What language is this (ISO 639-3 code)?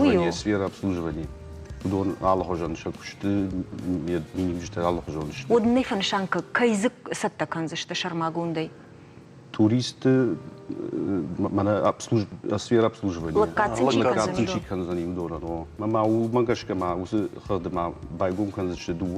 oss